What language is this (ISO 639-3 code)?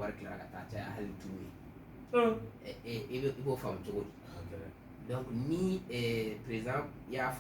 bam